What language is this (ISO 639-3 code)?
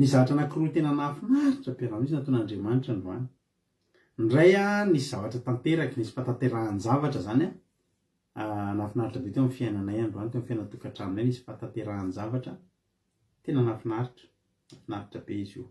mlg